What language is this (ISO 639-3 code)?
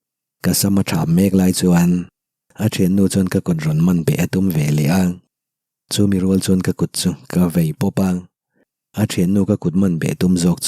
lus